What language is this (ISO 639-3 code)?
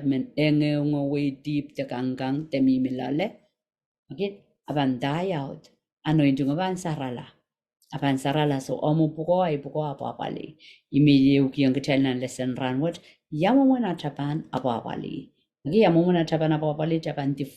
pon